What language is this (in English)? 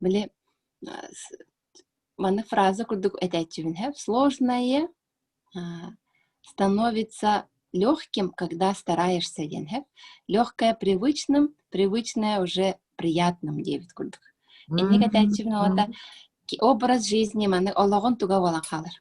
Yakut